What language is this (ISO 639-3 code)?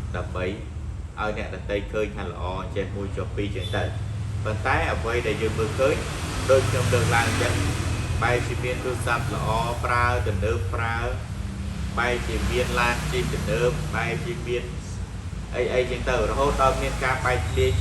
khm